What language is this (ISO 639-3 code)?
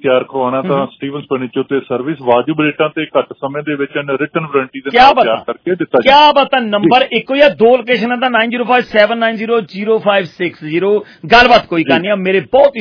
pan